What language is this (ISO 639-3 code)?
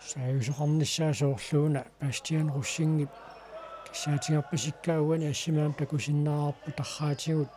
kal